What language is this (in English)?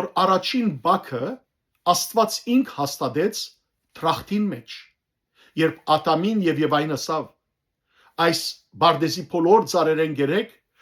Western Armenian